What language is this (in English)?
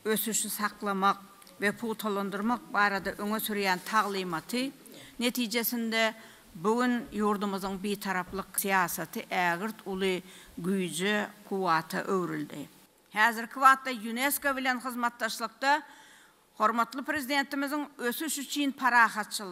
Turkmen